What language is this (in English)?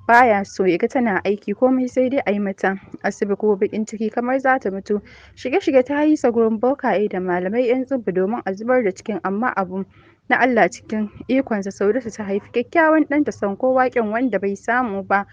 Hausa